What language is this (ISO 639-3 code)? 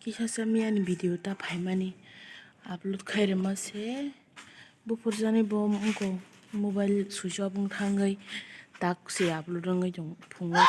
trp